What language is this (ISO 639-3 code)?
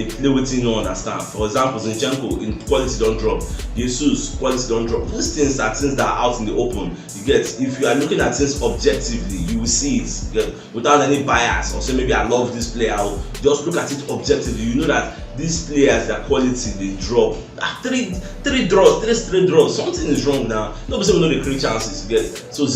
pcm